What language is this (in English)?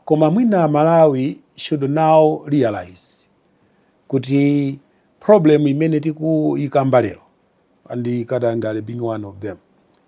Nyanja